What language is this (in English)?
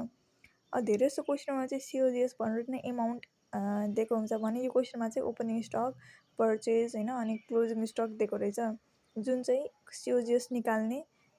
Nepali